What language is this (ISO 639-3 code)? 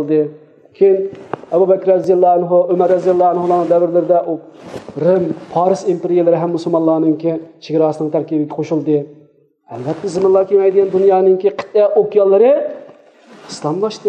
uig